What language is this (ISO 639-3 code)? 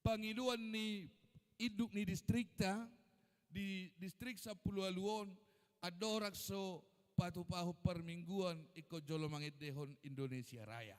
bbc